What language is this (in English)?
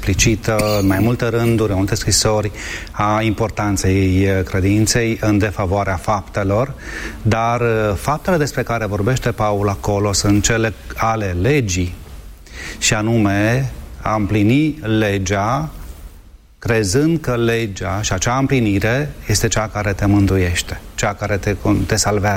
Romanian